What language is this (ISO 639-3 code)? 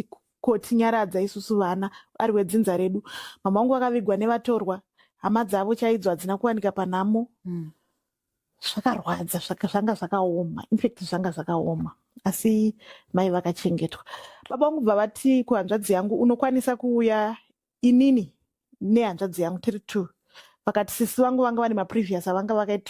sna